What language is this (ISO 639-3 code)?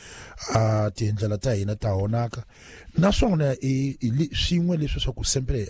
tso